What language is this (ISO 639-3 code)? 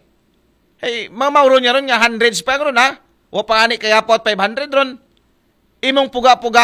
akl